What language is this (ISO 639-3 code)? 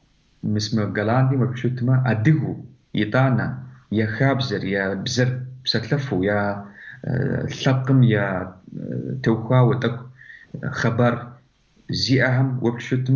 kbd